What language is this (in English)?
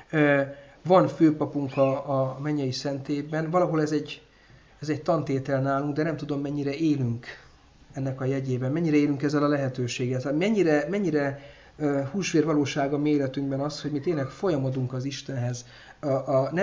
Hungarian